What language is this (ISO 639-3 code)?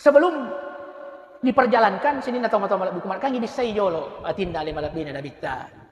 bug